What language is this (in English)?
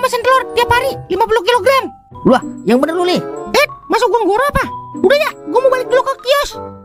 Betawi